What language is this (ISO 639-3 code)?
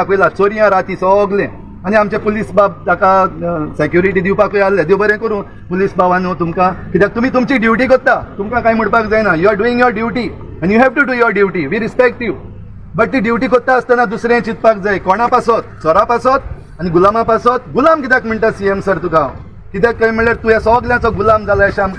kok